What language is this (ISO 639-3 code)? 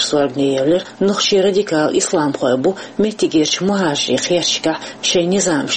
che